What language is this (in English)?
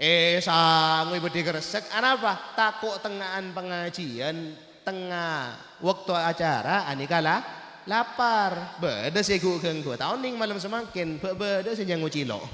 Madurese